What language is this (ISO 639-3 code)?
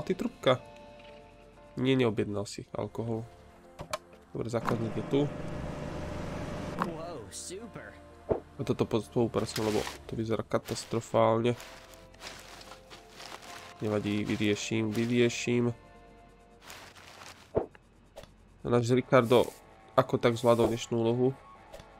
slk